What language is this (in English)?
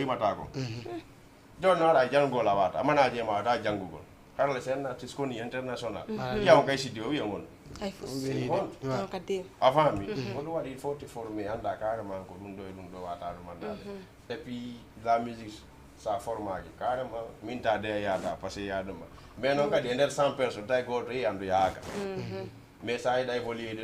Fula